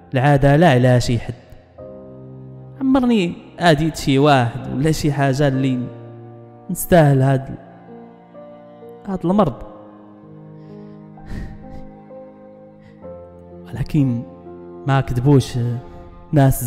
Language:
Moroccan Arabic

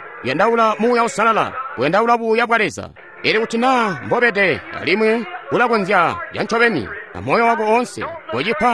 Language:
Tonga (Zambia)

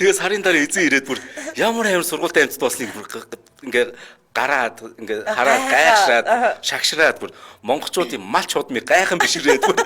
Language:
Mongolian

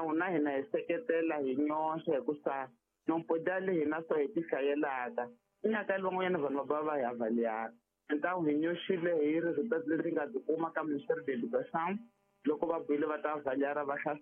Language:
Tsonga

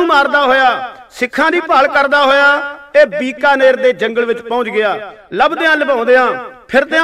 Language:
Punjabi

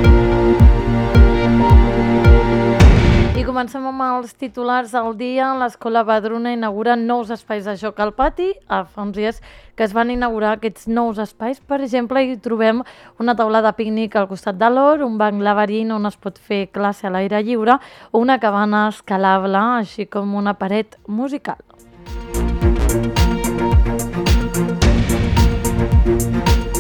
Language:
Catalan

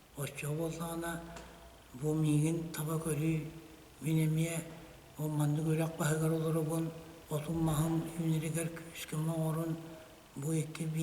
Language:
Yakut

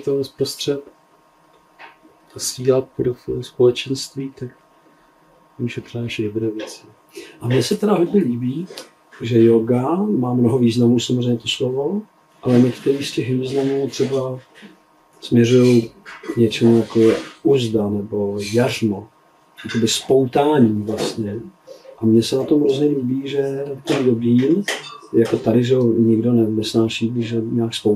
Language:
Czech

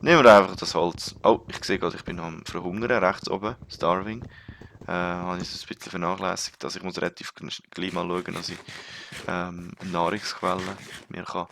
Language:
Swiss German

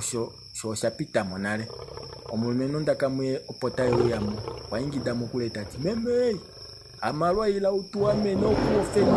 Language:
Kuanyama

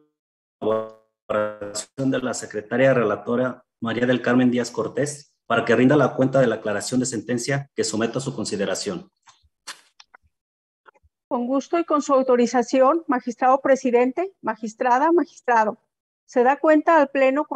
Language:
Spanish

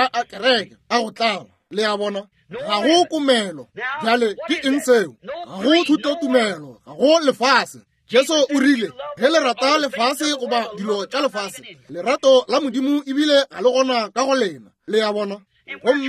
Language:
Northern Sotho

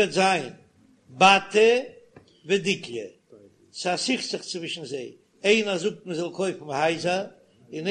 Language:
Yiddish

